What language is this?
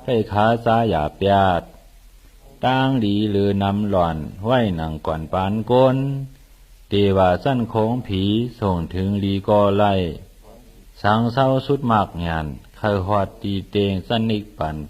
Shan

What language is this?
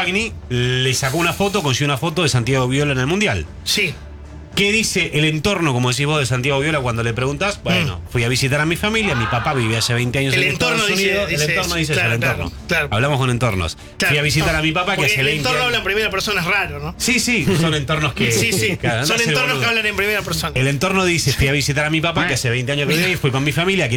Spanish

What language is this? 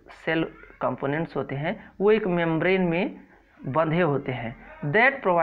Hindi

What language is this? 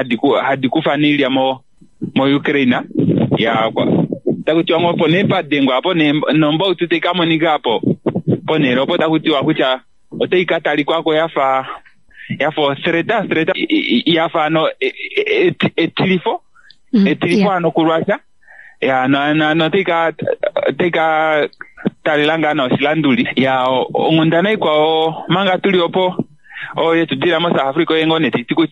Kuanyama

